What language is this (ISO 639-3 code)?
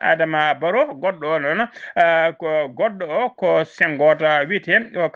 ful